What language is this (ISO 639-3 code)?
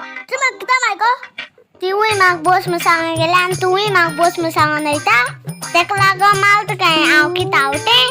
kok